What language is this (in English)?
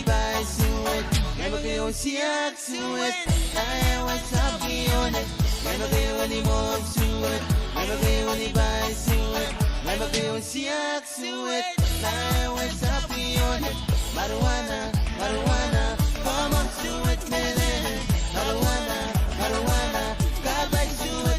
Pohnpeian